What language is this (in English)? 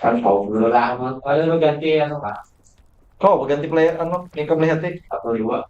Banjar